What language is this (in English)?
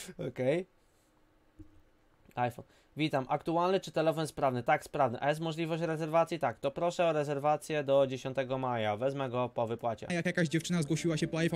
Polish